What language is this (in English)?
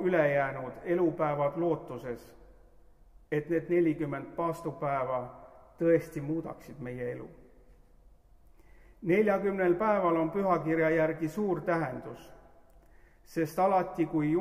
Estonian